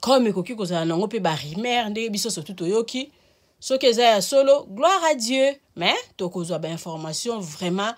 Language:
Lingala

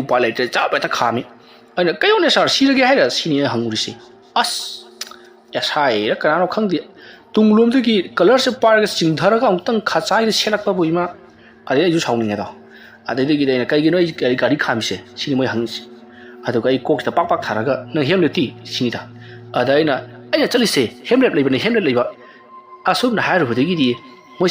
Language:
Manipuri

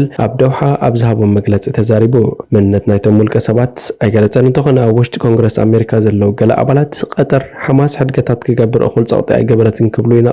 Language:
Tigrinya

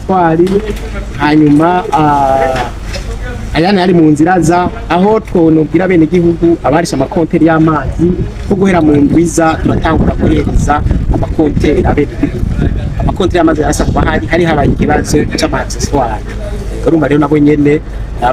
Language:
Rundi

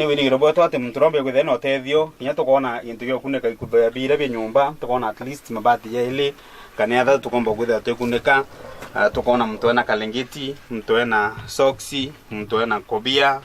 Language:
Meru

